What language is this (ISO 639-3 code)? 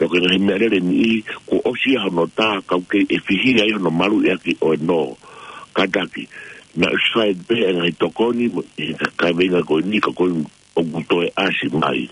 ton